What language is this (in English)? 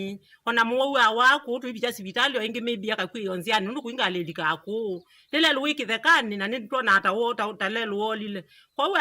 Kamba